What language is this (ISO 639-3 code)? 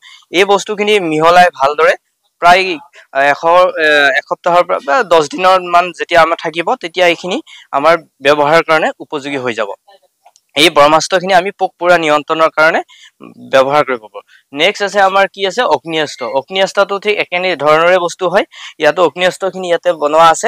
asm